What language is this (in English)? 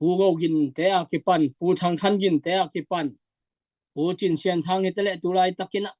Tedim Chin